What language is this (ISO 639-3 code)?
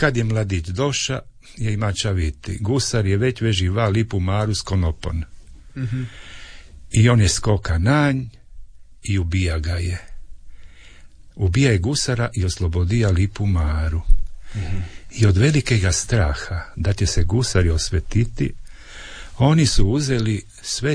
hrv